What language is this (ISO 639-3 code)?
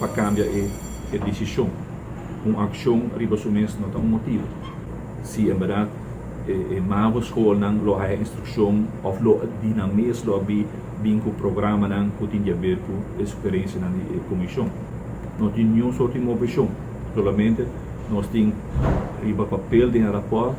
pap